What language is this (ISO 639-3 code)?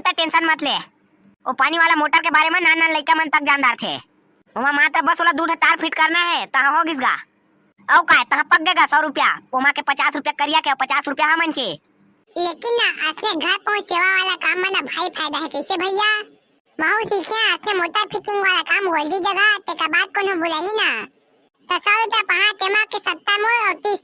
hne